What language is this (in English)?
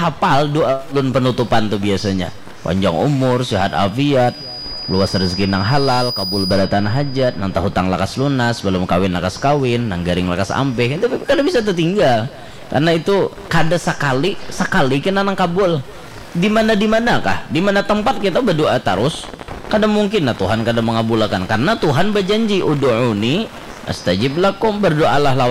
Banjar